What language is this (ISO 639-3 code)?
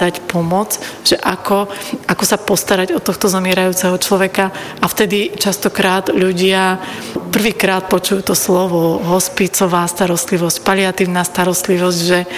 slk